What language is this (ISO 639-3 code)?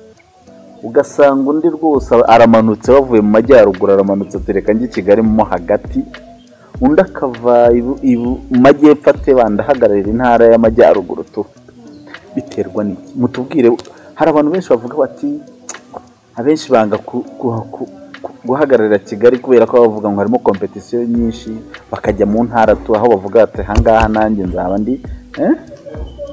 kin